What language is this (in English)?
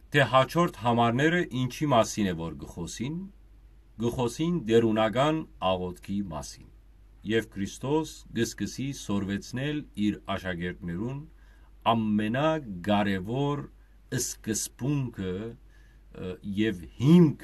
Western Armenian